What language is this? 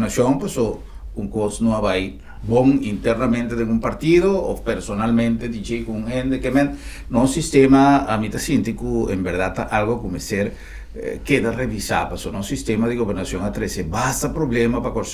Papiamento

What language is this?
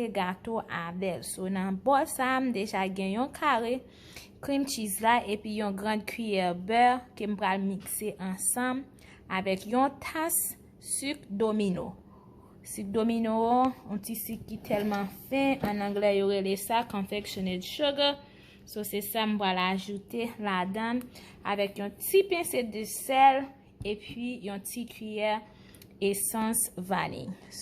Haitian Creole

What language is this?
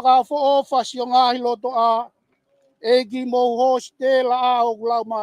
Tongan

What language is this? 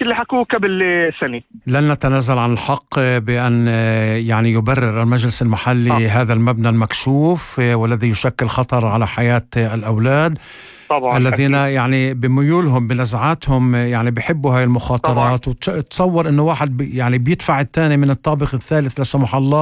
North Levantine Arabic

